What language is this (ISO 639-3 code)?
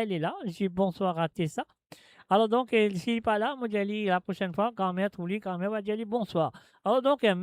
mfe